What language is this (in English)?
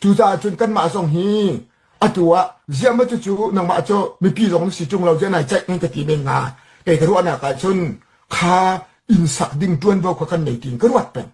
Hakha Chin